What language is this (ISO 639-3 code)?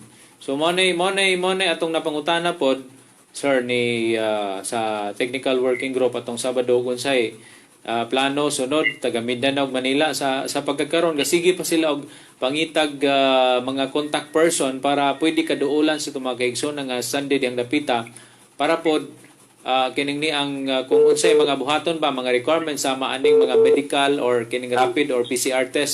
ceb